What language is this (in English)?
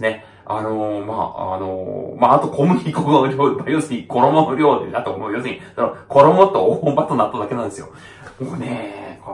Japanese